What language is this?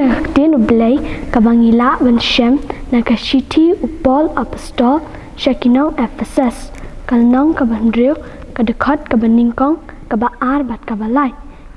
Khasi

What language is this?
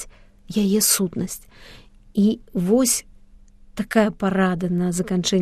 Belarusian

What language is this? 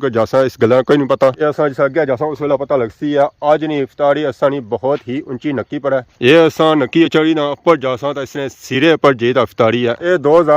Pahari-Potwari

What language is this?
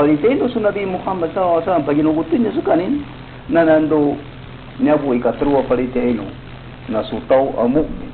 Maranao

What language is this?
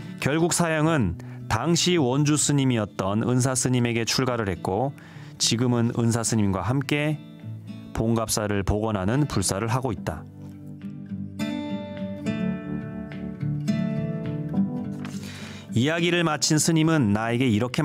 Korean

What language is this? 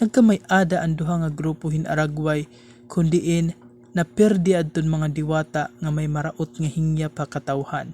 Waray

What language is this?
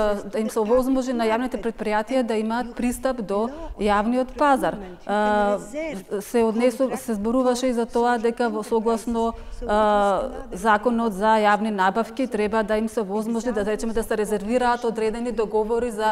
Macedonian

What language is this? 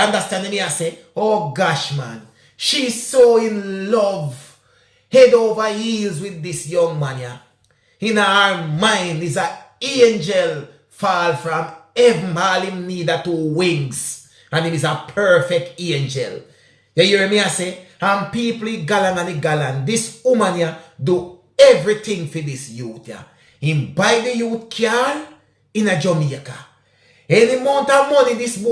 Jamaican Creole English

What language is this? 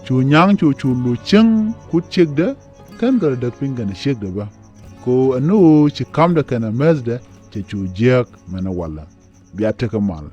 Nuer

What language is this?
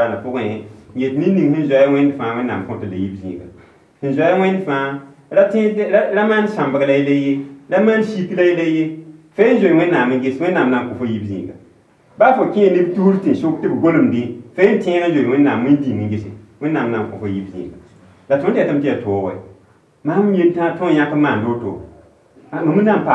Mossi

